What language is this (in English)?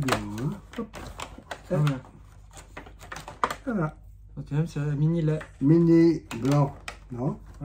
French